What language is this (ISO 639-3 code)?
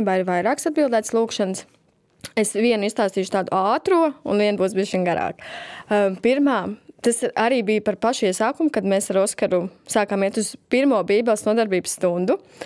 lav